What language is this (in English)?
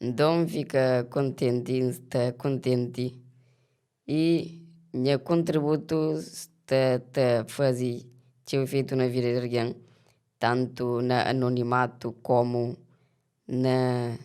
Kabuverdianu